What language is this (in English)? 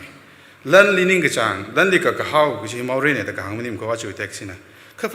Tangkhul Naga (India)